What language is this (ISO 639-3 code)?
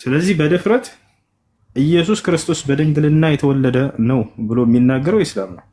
amh